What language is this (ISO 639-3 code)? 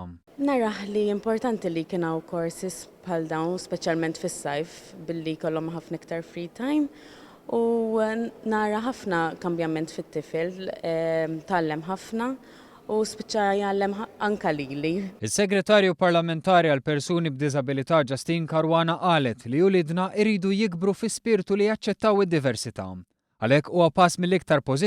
mlt